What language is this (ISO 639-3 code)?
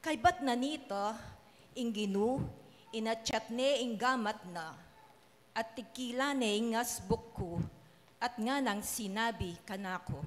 pam